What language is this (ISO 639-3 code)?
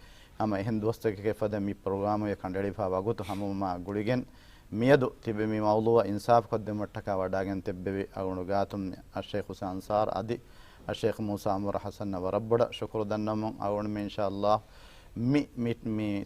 div